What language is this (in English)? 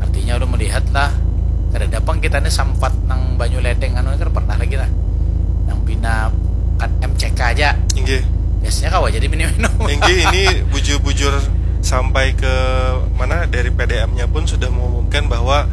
Banjar